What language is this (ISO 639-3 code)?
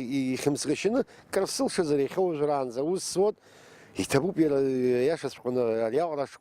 abk